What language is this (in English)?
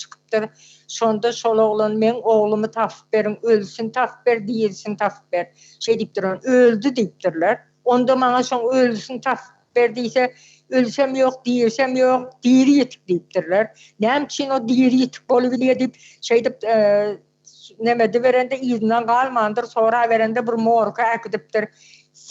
Turkmen